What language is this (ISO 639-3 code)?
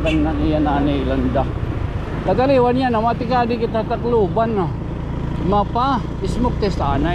war